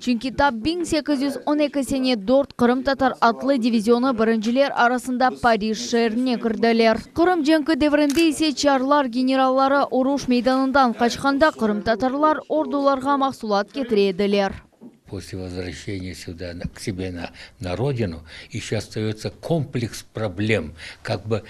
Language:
Crimean Tatar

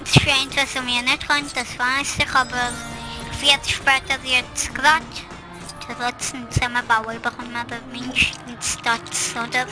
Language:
Swiss German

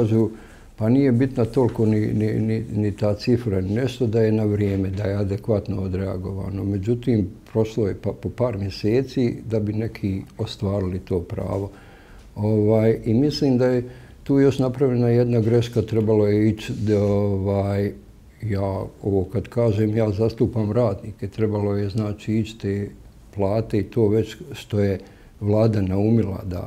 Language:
Bosnian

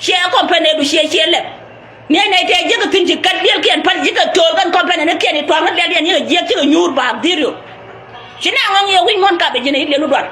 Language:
Nuer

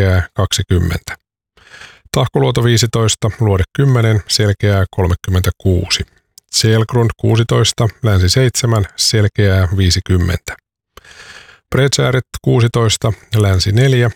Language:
Finnish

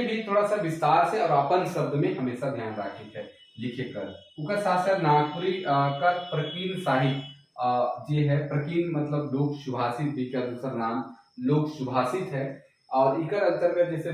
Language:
Sadri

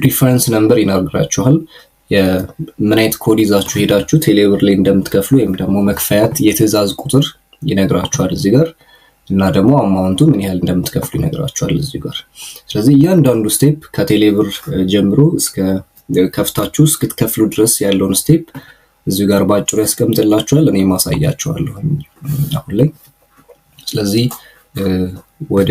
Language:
Amharic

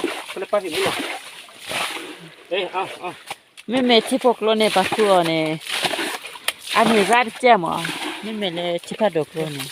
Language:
S'gaw Karen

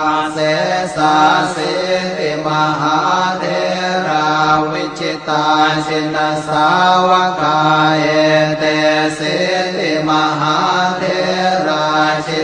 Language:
Pali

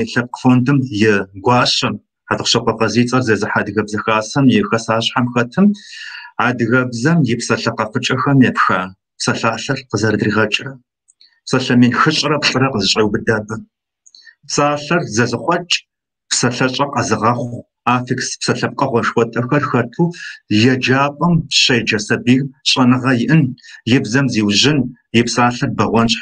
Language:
Kabardian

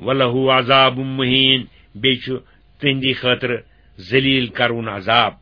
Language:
Kashmiri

